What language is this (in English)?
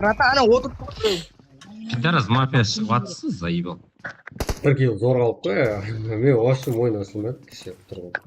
Kara-Kalpak